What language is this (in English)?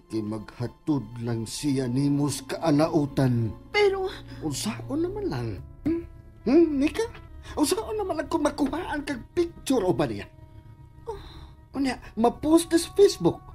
Cebuano